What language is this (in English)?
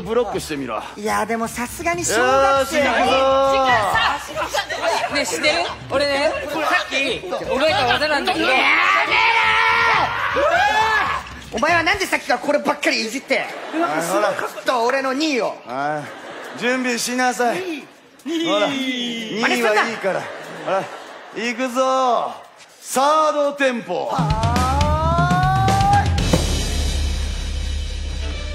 Japanese